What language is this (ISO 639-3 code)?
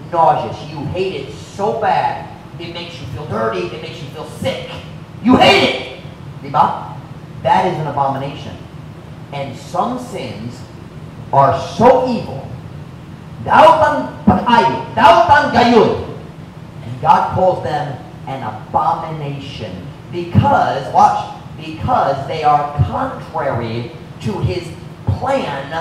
ceb